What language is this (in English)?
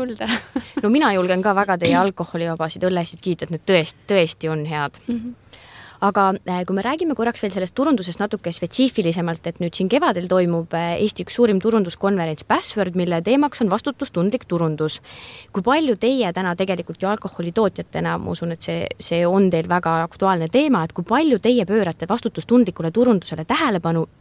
Estonian